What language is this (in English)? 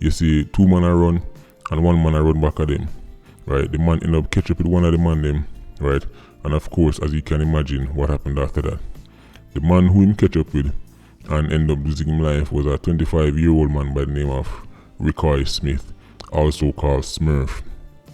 Jamaican Creole English